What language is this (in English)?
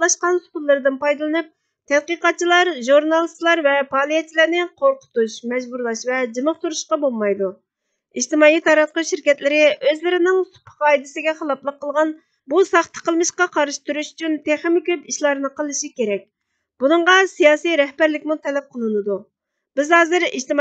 Uyghur